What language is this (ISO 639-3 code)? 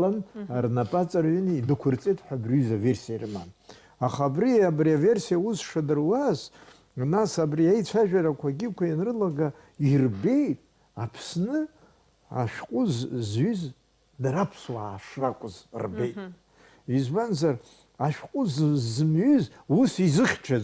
abk